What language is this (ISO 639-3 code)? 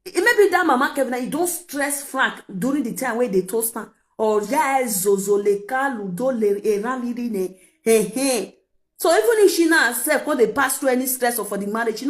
pcm